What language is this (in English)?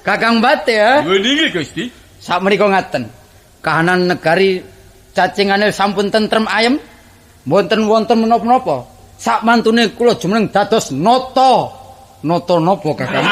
Javanese